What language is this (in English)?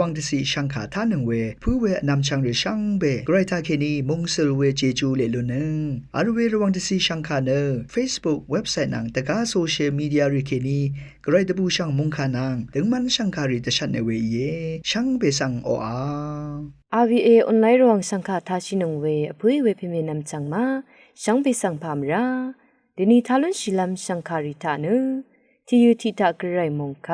Rawang